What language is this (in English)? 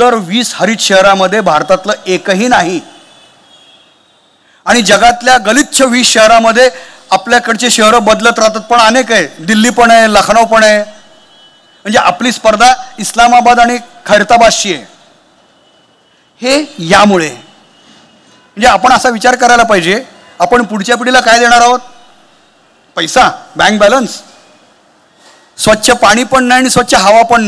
Marathi